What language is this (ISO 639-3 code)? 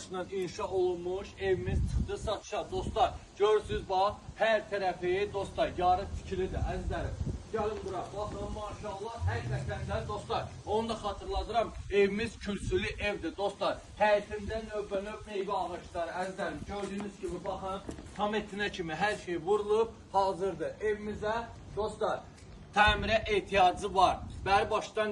aze